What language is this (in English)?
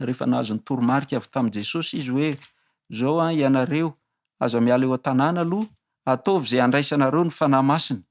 Malagasy